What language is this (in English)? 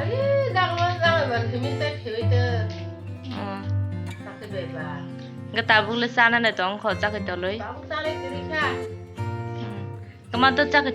Kok Borok